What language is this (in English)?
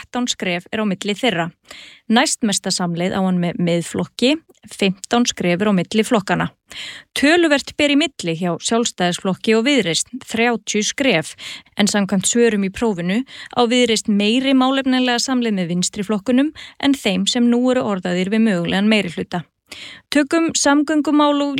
Icelandic